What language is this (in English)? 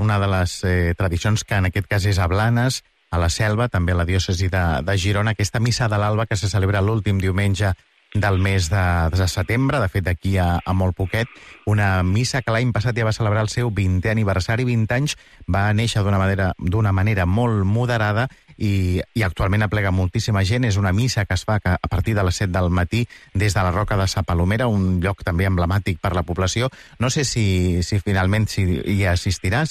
Catalan